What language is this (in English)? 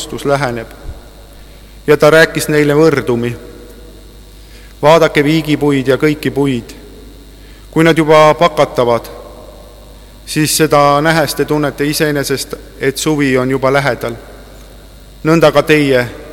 Estonian